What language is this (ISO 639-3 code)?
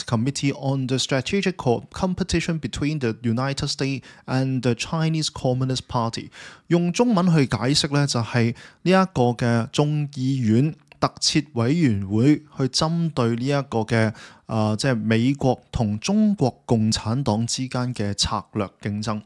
yue